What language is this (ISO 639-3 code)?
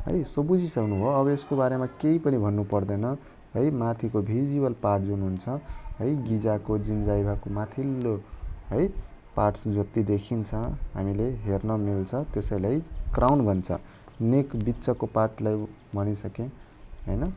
nep